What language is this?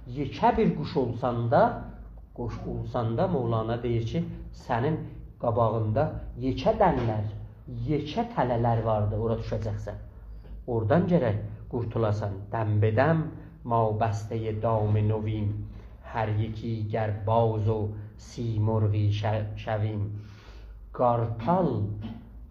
South Azerbaijani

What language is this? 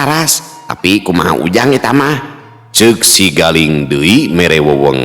Sundanese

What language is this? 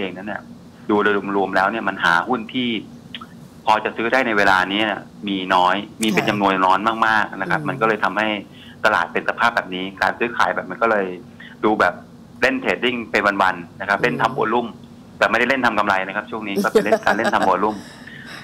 Thai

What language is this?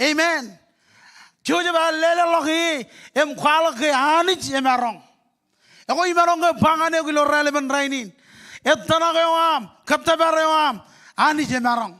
Marshallese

